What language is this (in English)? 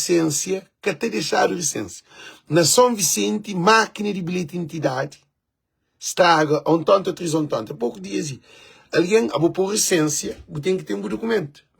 Kabuverdianu